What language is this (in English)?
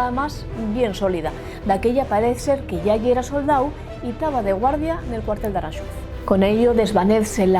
Asturian